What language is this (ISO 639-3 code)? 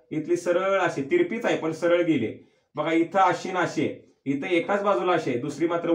mar